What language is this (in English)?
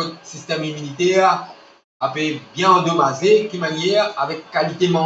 Morisyen